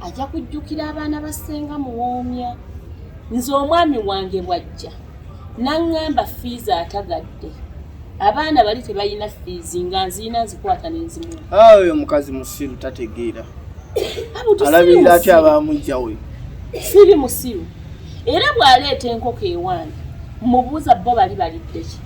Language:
Ganda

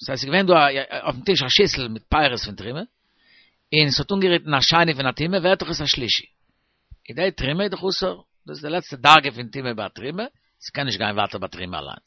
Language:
Yiddish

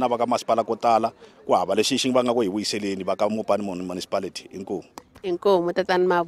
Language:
Tsonga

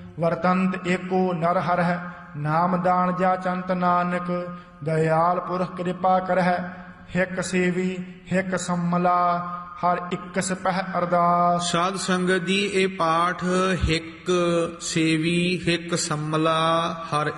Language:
Punjabi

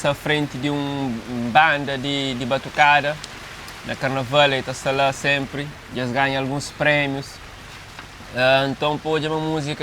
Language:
Kabuverdianu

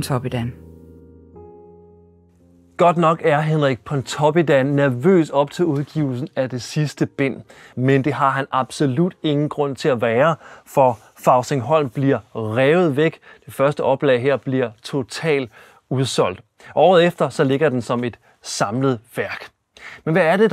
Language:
Danish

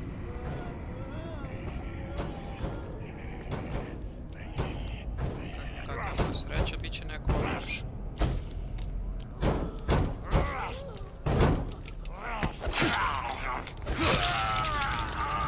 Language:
Croatian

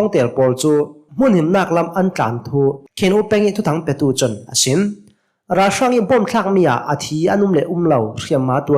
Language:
Hakha Chin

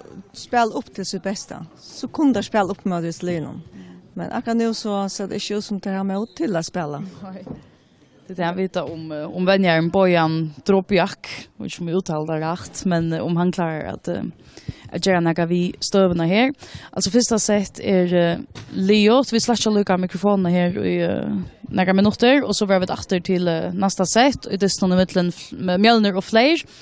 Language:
Faroese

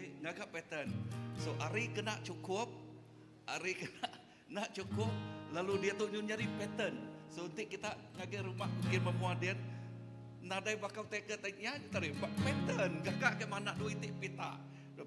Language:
Iban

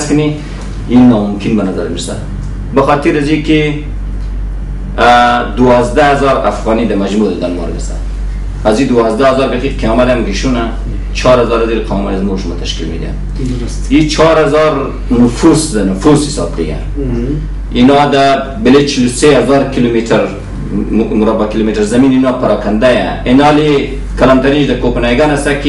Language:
Persian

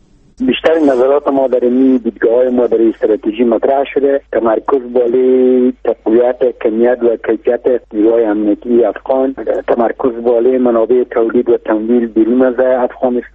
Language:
Persian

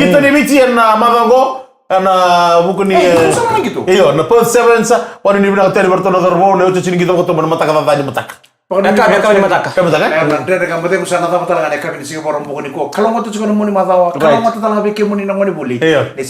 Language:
Fijian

